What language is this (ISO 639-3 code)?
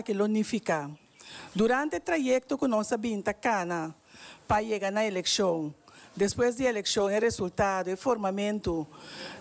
pap